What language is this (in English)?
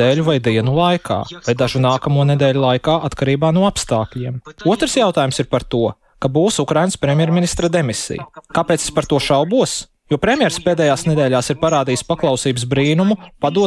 Latvian